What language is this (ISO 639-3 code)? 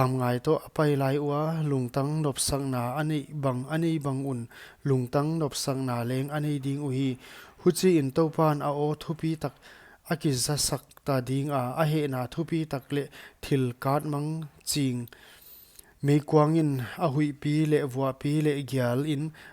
pck